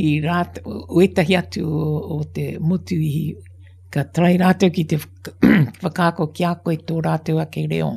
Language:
Māori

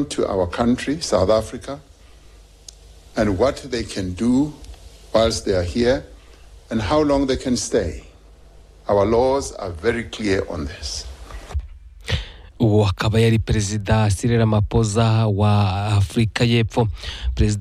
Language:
Kinyarwanda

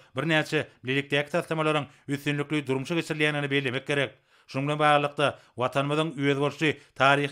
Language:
Turkmen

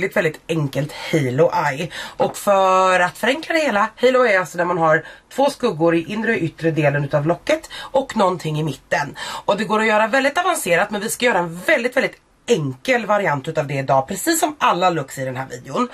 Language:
Swedish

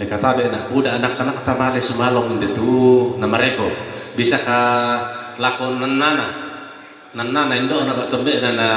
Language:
Toraja-Sa'dan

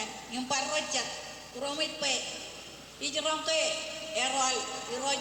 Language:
Marshallese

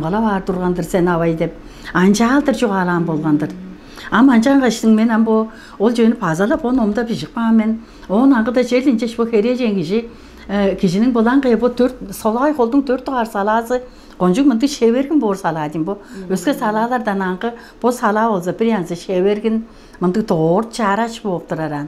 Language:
Tuvinian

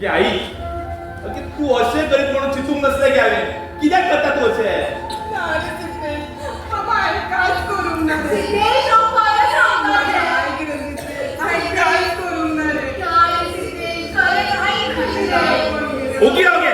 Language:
Konkani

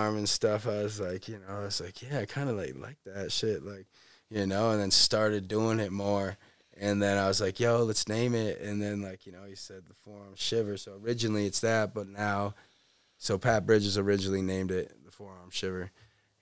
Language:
English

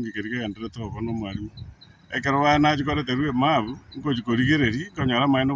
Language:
Gusii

